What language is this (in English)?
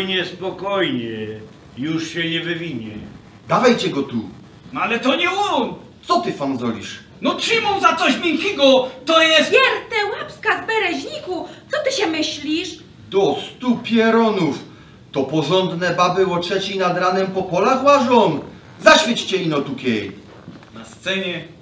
Silesian